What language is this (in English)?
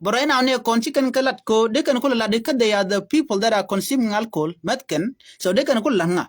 Nuer